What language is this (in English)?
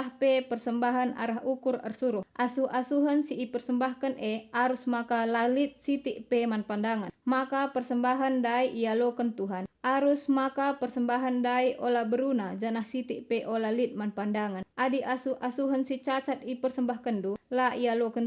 Batak Karo